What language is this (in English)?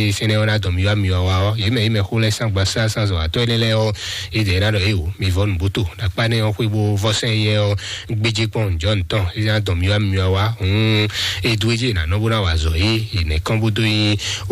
Fon